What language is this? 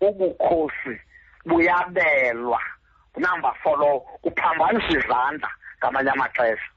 Xhosa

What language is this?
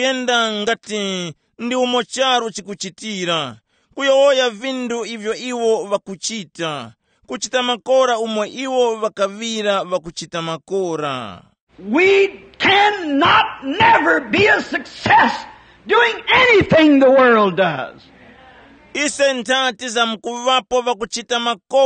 Tumbuka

